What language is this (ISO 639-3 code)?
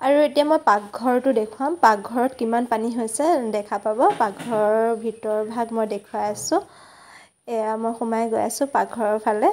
asm